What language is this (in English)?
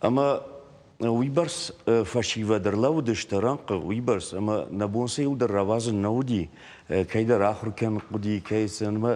Ossetic